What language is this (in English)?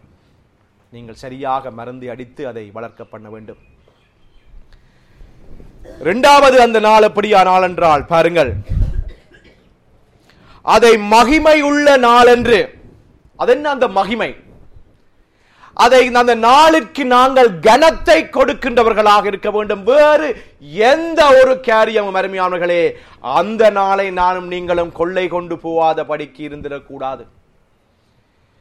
Tamil